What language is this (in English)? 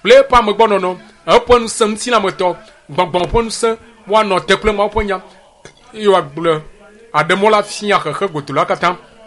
Ewe